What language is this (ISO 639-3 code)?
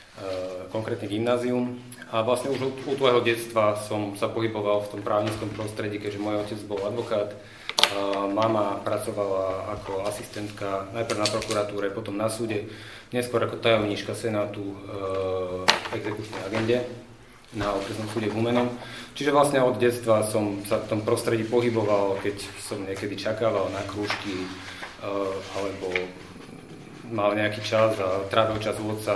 slk